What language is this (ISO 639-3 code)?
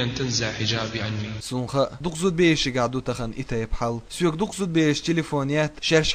che